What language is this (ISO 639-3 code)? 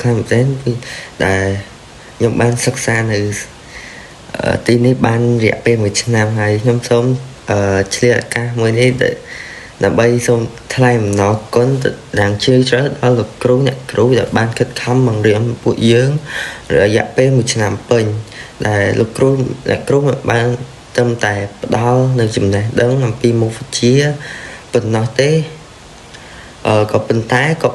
khm